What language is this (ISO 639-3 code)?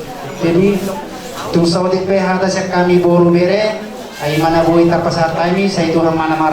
bbc